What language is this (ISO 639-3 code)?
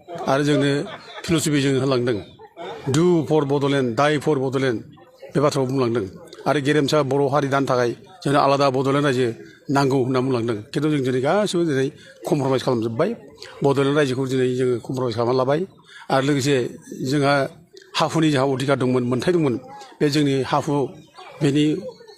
brx